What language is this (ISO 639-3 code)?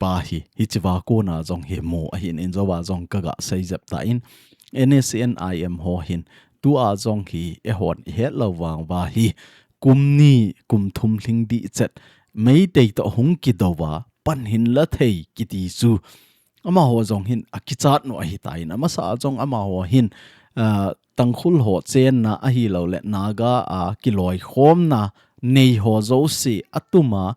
tcz